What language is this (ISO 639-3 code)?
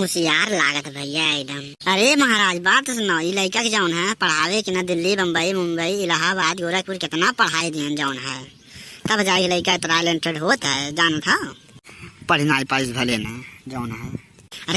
awa